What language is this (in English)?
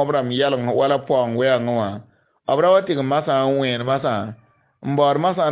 Mossi